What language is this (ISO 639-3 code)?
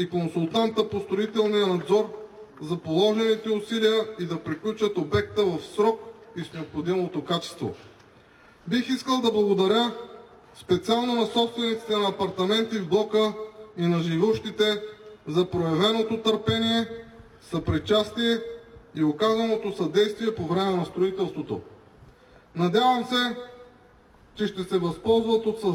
bul